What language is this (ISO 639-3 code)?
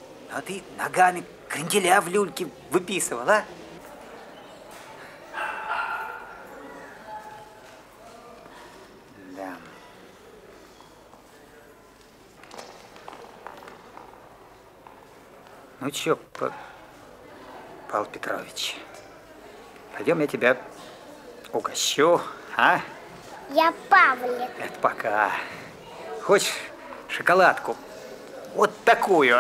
rus